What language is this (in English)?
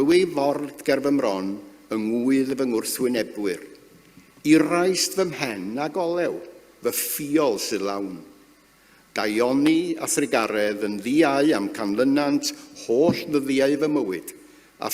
Welsh